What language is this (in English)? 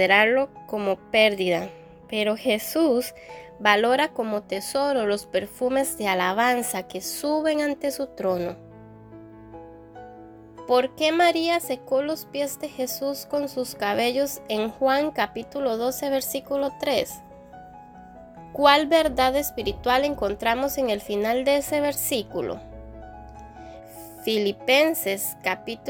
Spanish